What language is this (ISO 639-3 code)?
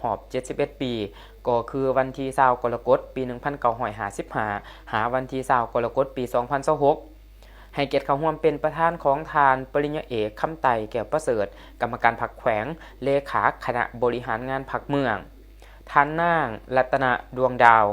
lao